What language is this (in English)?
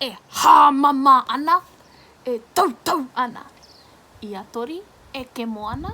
Māori